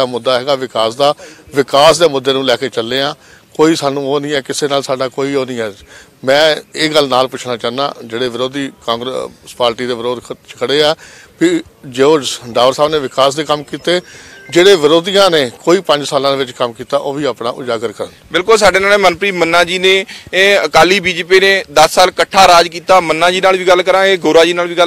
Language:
Punjabi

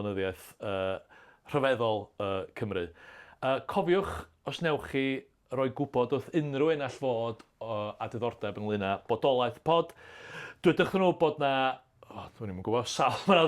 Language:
Welsh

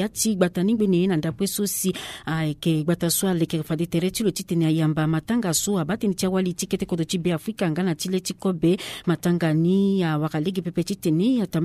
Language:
Sango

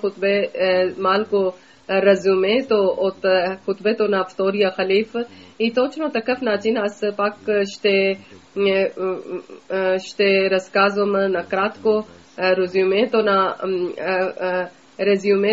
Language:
Bulgarian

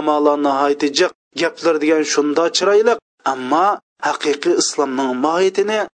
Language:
Uyghur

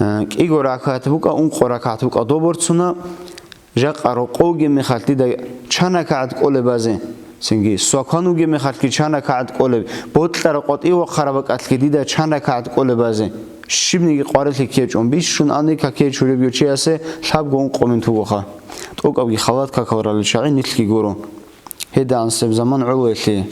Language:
Avaric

